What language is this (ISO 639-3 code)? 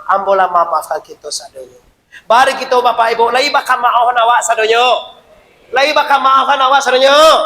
min